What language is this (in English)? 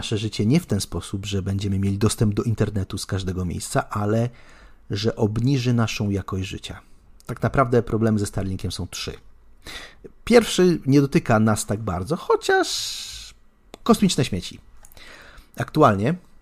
Polish